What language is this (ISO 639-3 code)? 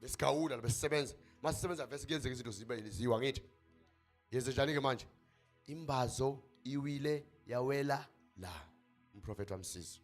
zul